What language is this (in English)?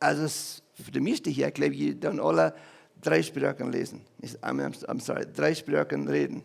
Plautdietsch